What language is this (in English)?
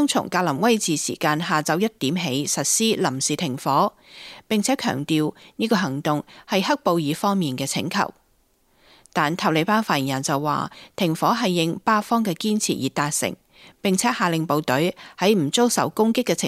Cantonese